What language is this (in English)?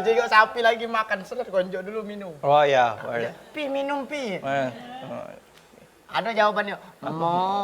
Musi